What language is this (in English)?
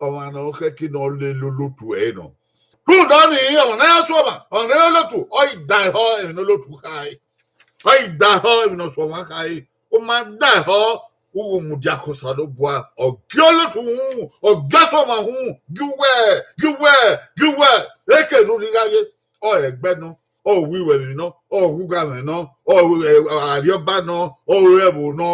Bini